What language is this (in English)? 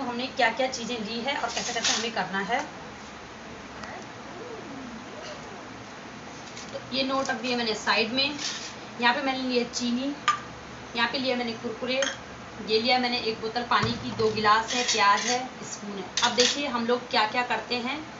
Hindi